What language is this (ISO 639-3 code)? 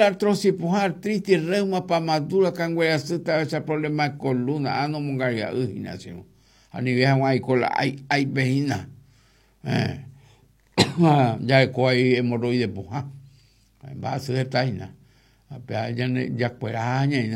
grn